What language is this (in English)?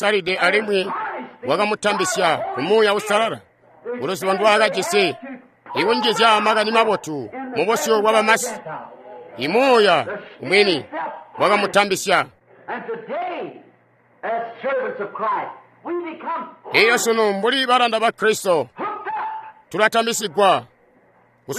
Tonga (Zambia)